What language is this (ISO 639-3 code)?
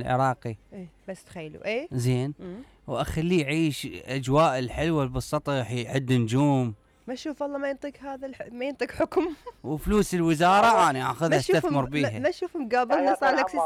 acm